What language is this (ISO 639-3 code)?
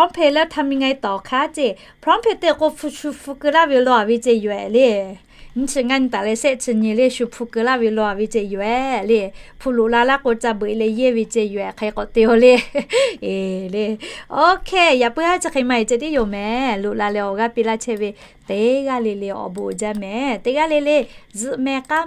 lhu